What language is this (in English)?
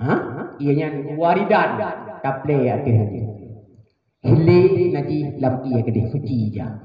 Achinese